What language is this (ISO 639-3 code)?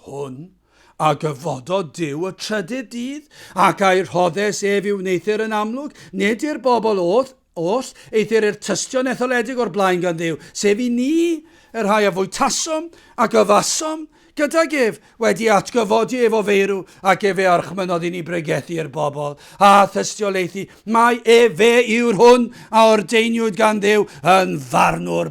cym